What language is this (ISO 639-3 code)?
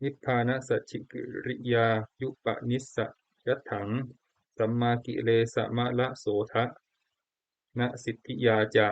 pli